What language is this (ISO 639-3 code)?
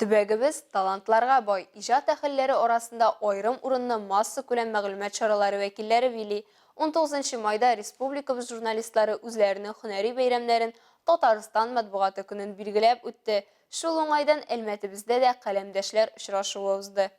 tat